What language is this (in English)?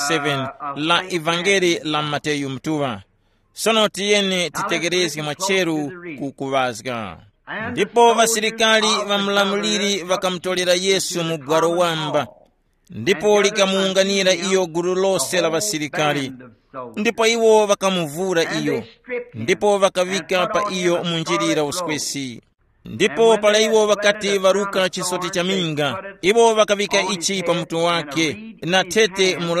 Tumbuka